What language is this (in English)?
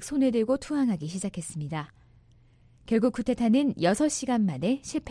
Korean